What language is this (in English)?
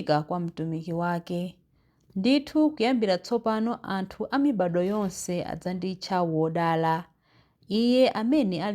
Nyanja